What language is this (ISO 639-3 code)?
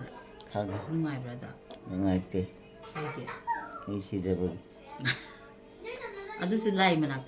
mni